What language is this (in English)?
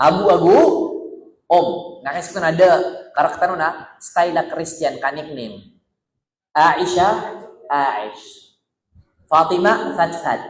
Maranao